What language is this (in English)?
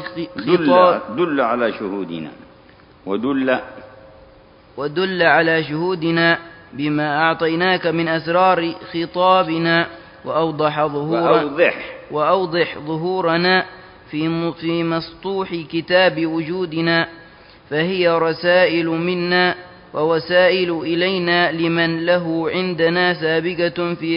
Arabic